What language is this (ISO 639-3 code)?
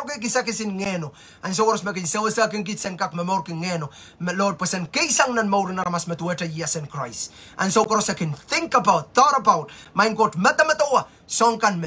pon